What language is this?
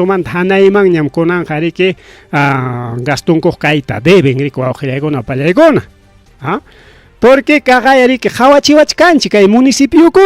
Ayacucho Quechua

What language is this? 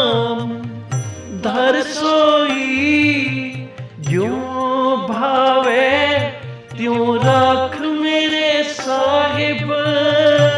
Punjabi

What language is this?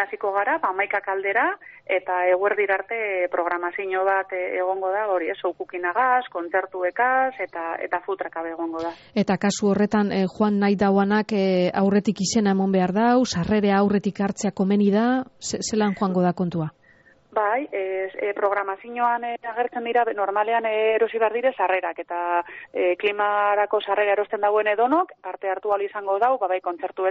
Basque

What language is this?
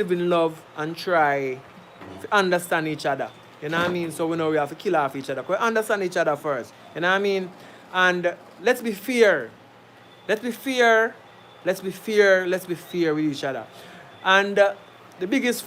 Jamaican Creole English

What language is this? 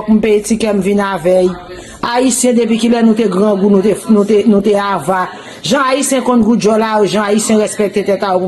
Haitian Creole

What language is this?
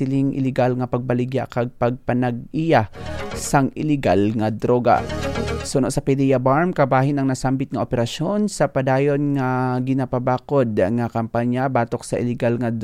Hiligaynon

